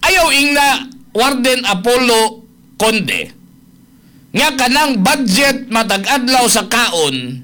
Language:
Cebuano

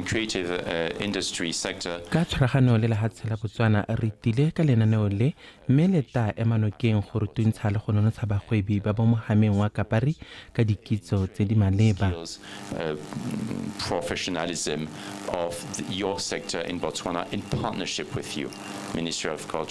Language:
Tswana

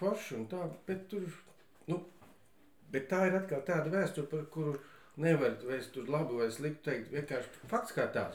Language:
Latvian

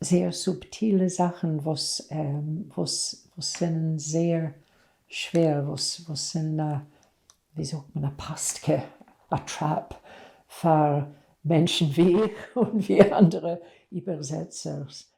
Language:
Yiddish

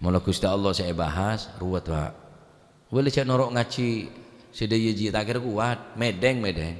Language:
Madurese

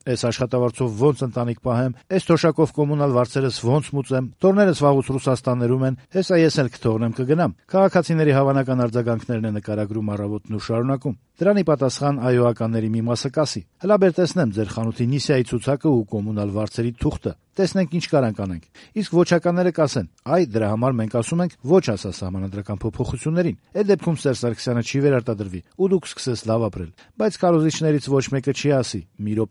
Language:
Armenian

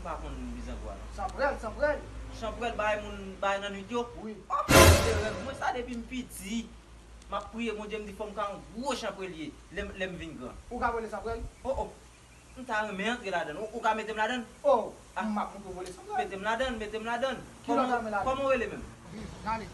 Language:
Haitian Creole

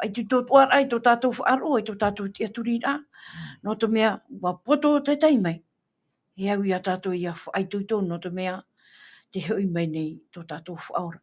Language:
Tahitian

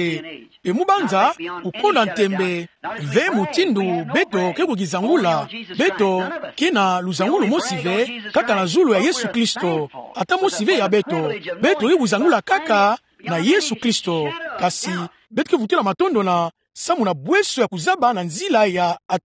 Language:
Kituba (Democratic Republic of Congo)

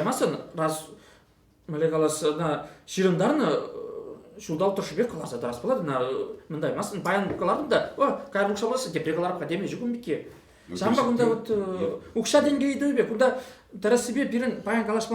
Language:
Chuvash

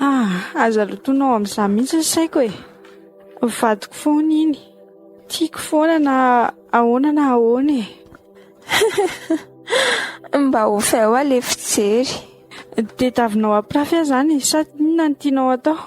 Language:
Malagasy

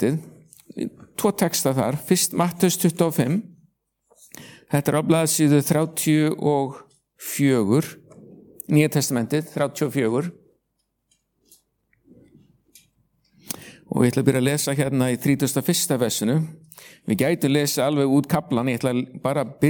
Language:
Icelandic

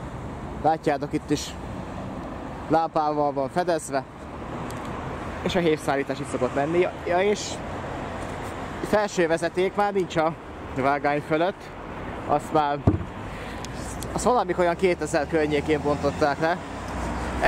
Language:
Hungarian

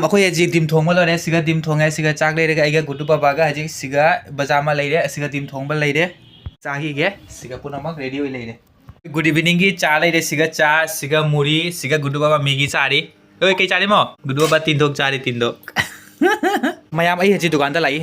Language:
Manipuri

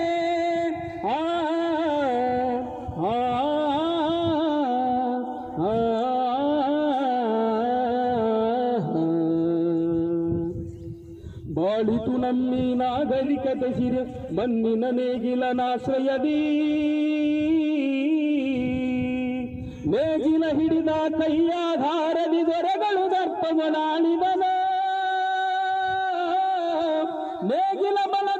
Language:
Kannada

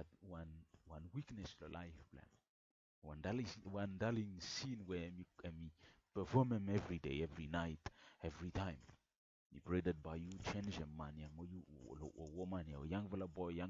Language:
Bislama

